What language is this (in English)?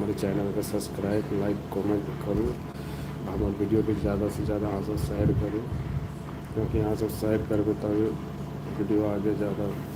Maithili